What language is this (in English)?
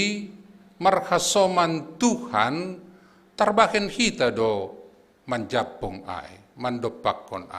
Batak Simalungun